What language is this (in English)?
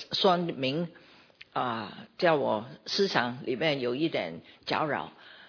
Chinese